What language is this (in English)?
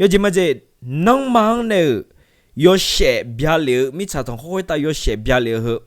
Akha